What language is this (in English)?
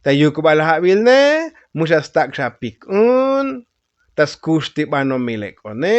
Tzotzil